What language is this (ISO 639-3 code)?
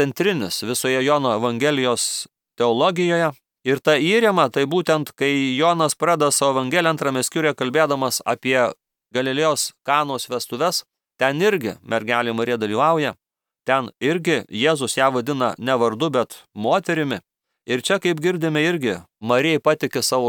lit